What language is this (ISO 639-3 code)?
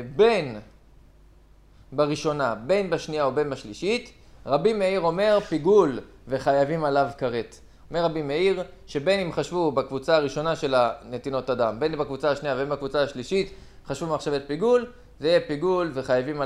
heb